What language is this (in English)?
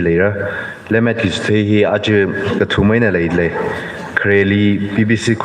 Tangkhul Naga (India)